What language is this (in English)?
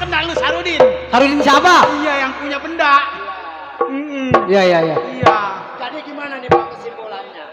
Betawi